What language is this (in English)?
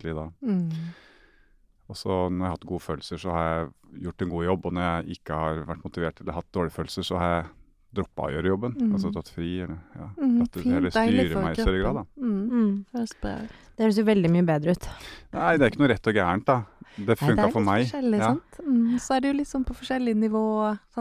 Norwegian